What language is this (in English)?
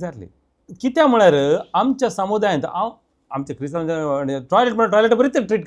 Konkani